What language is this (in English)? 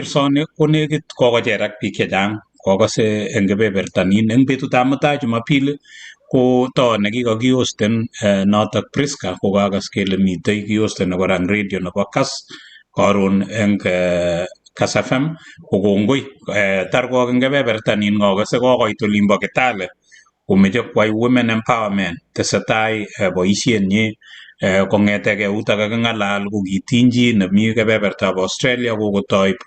Kalenjin